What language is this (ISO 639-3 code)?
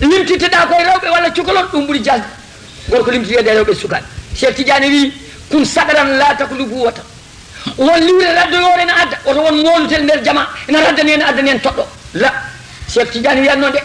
ful